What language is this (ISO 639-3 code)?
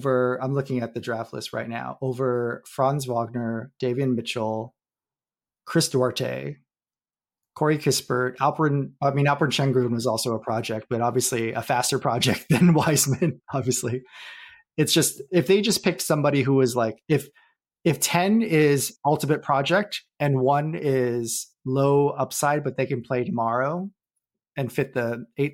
eng